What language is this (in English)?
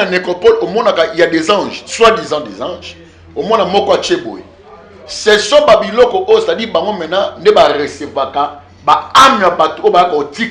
Lingala